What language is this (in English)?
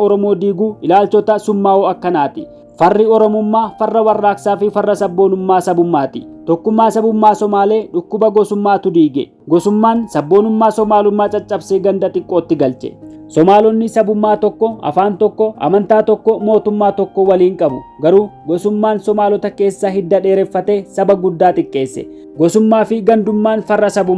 Oromo